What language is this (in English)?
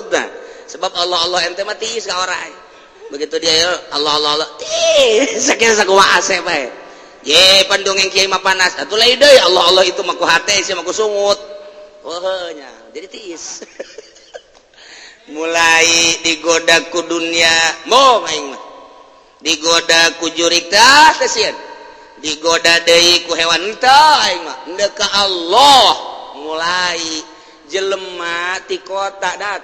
Sundanese